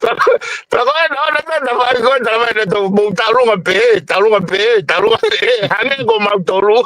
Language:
Tongan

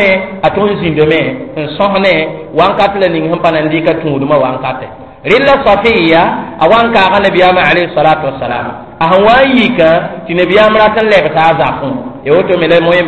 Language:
Mossi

